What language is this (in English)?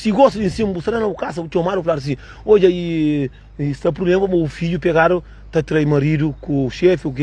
Kabuverdianu